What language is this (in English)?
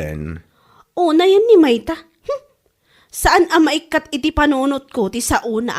Iloko